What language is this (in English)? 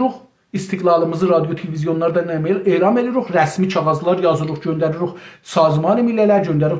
South Azerbaijani